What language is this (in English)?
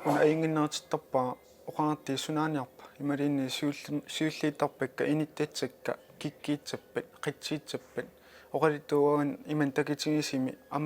Kalaallisut